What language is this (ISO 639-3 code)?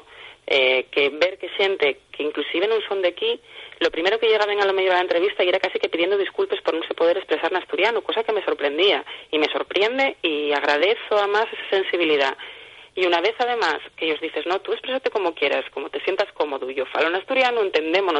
ast